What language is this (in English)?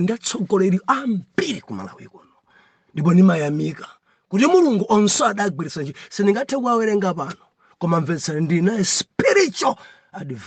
Nyanja